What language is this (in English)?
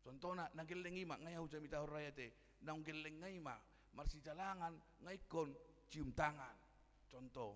Batak Toba